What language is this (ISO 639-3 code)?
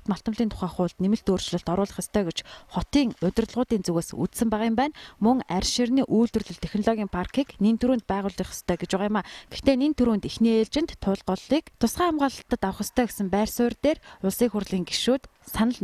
mon